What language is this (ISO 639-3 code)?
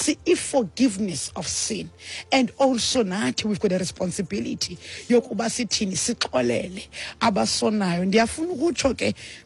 xho